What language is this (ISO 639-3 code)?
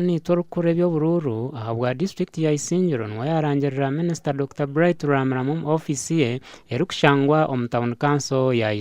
nyn